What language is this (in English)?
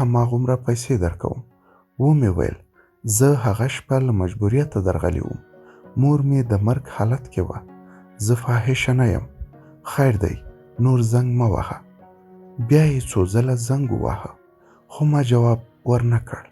Pashto